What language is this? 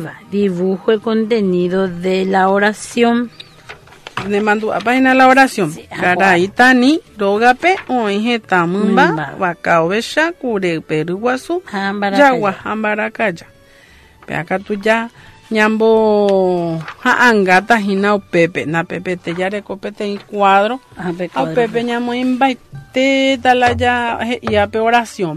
Guarani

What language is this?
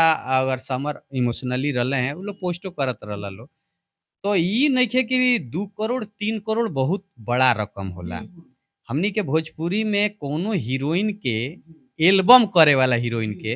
Bhojpuri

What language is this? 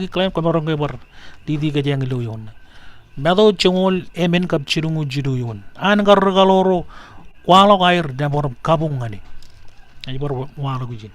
Marshallese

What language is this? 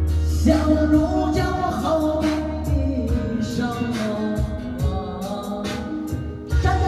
Chinese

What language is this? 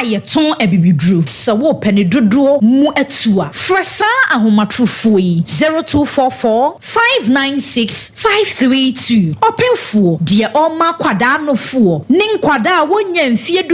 Akan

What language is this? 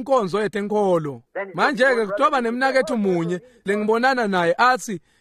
Swati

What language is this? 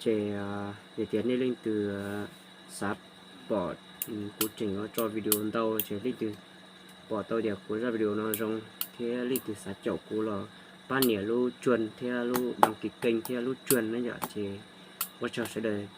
Hmong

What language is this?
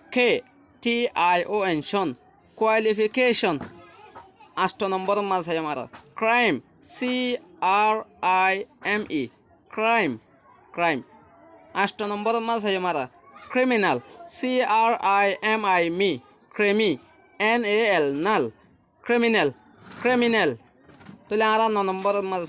Rohingya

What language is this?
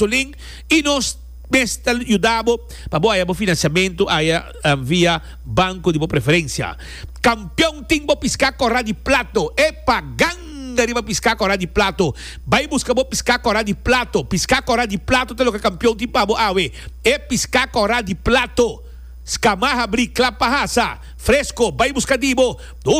Papiamento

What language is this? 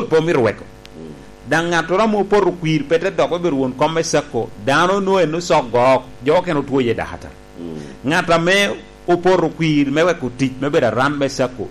Lango (Uganda)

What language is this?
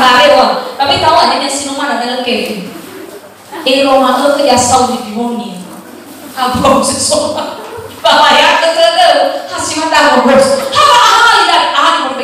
Nias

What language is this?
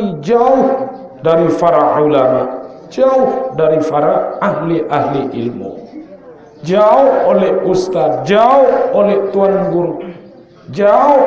Sasak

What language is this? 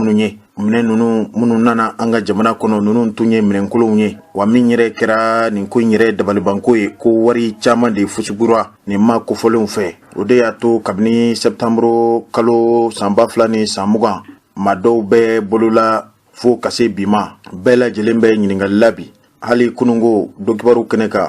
Bambara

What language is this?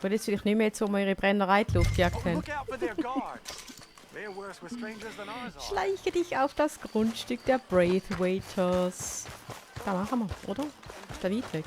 Swiss German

